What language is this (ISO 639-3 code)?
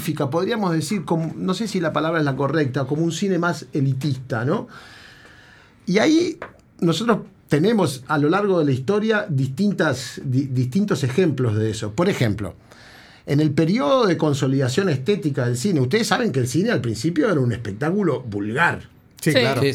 spa